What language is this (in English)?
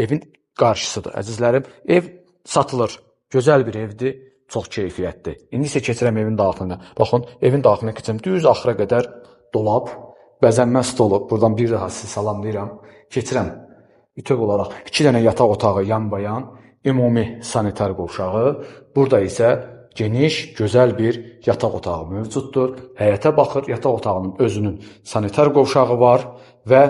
Azerbaijani